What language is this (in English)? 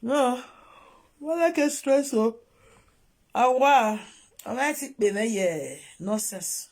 Nigerian Pidgin